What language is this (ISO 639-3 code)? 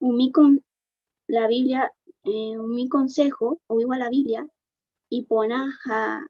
grn